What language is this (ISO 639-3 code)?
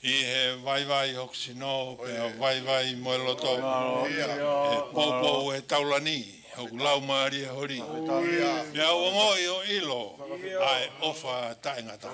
ton